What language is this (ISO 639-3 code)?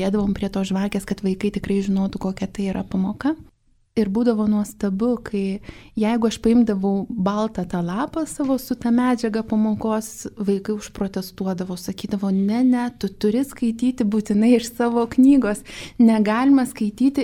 lit